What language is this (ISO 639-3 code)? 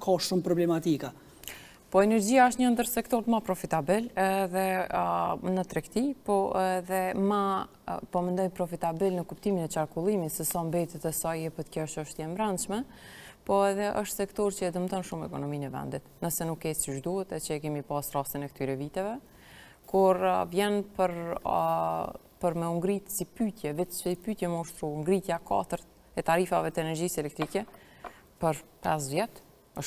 sqi